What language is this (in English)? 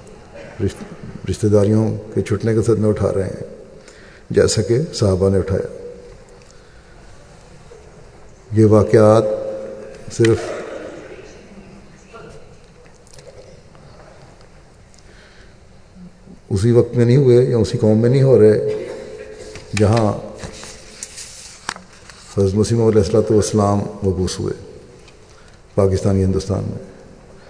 Urdu